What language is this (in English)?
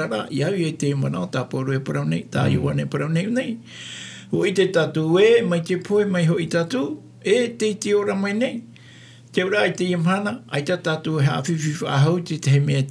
Tahitian